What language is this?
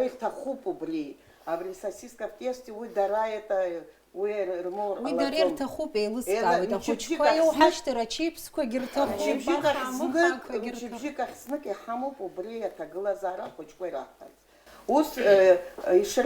Abkhazian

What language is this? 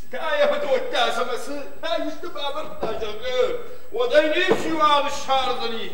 Ossetic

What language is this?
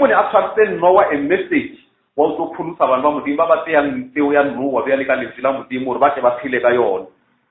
Northern Sotho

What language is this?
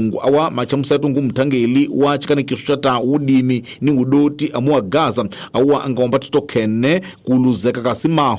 Tsonga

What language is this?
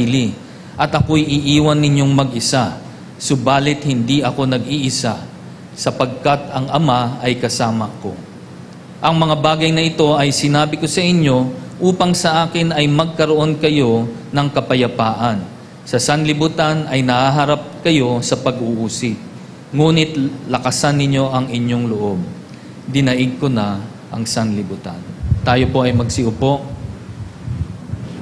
Filipino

